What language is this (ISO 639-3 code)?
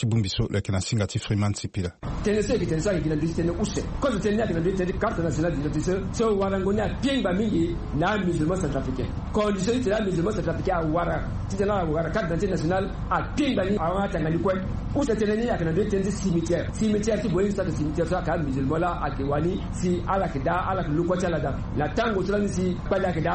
sag